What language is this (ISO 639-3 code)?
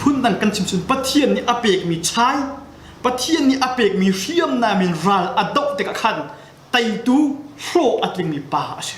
cnh